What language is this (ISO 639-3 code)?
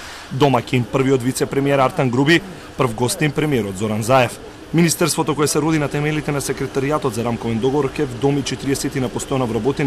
mkd